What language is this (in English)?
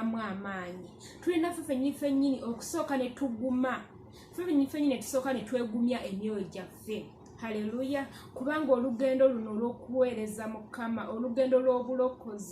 Ganda